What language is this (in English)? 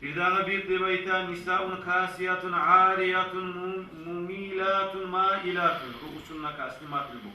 Kumyk